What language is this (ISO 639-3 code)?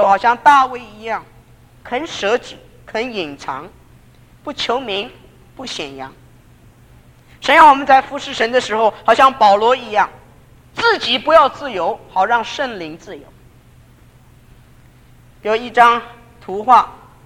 zho